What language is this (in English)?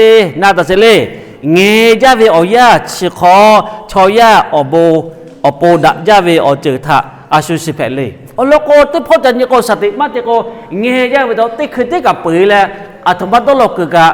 Lahu